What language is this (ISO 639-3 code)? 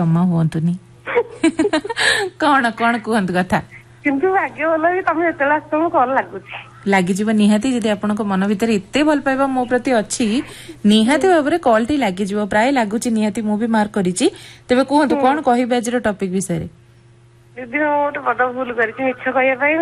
ori